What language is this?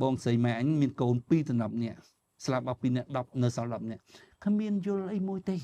Khmer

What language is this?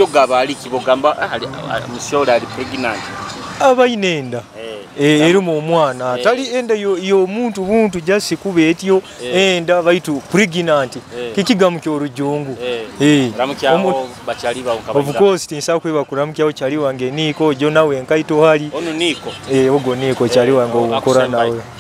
Nyoro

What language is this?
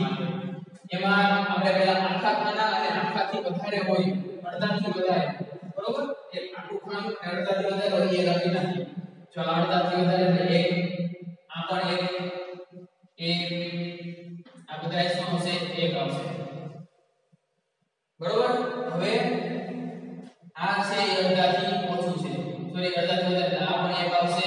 Gujarati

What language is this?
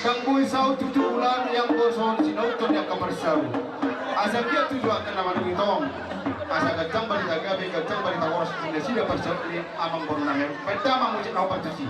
Batak Toba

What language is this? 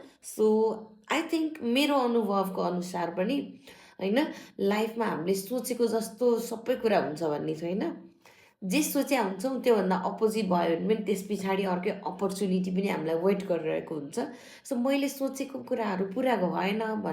Nepali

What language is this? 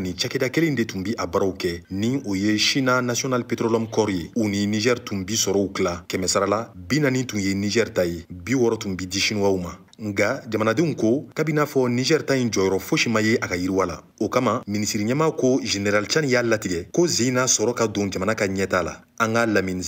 Bambara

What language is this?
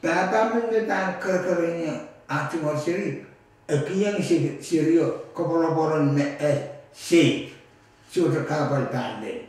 Pohnpeian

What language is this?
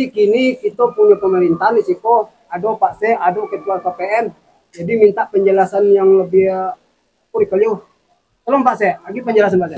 Minangkabau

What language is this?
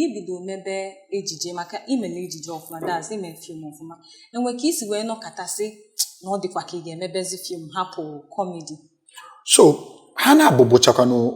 Igbo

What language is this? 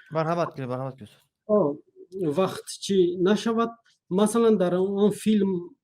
Tajik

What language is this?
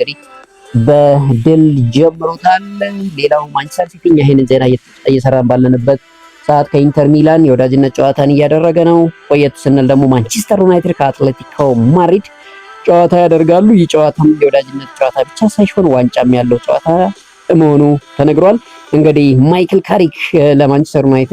Amharic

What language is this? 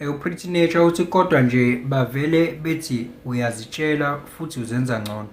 Zulu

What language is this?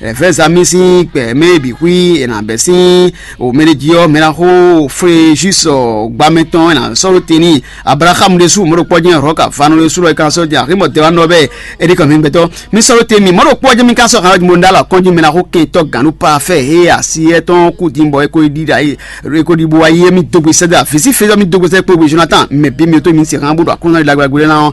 Fon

